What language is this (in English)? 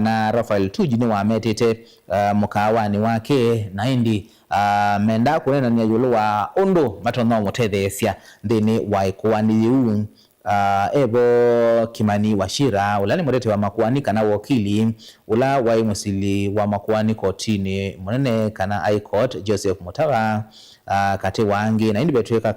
Kamba